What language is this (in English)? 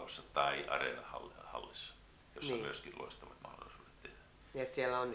Finnish